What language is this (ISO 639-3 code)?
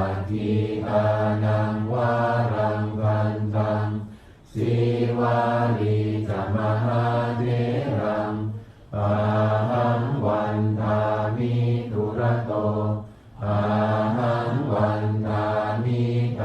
pli